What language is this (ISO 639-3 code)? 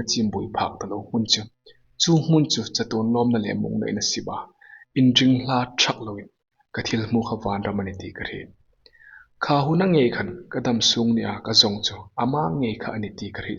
hmr